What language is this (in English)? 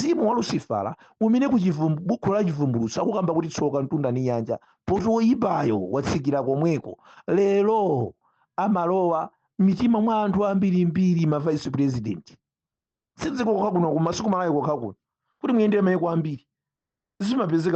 Nyanja